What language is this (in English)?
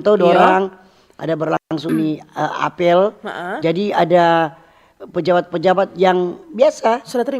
Manado Malay